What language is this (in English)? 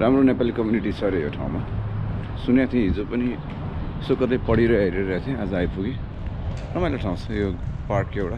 Nepali